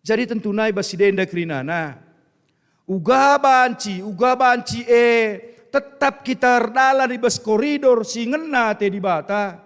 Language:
Batak Karo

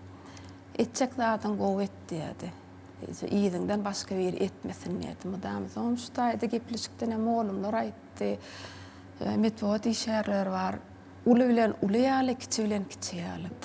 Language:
Turkmen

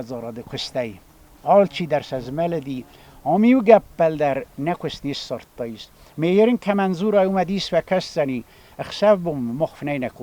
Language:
Ossetic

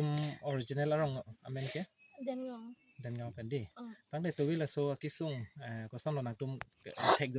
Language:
Karbi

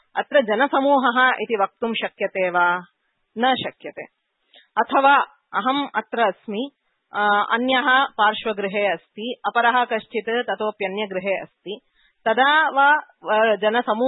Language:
Sanskrit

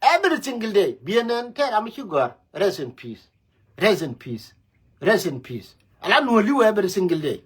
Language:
Nuer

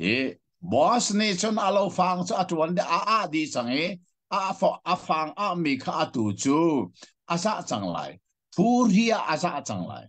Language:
Hakha Chin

